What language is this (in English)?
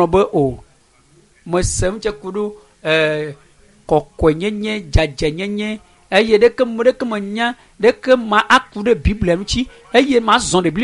Ewe